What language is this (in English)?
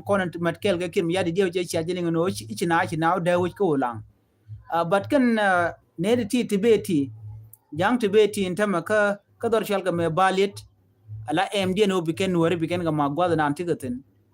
Nuer